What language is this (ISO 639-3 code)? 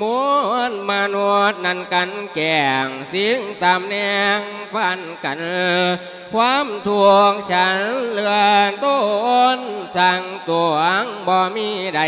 lao